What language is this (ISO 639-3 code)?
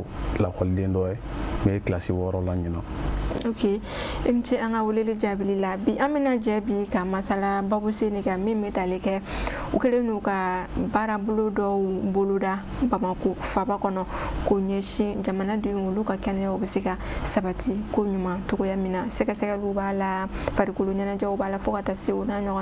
bam